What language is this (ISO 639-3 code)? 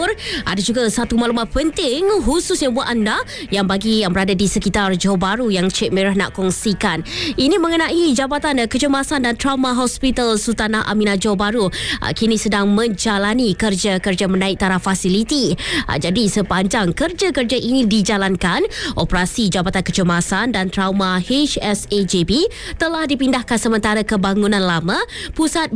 msa